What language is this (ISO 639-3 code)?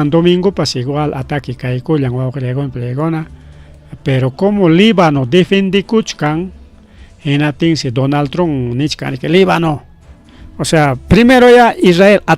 quy